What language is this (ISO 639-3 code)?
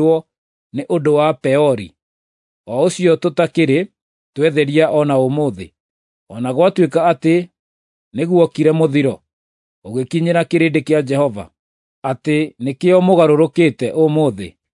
kik